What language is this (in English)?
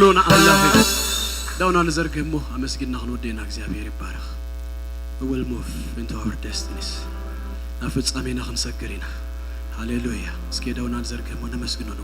Tigrinya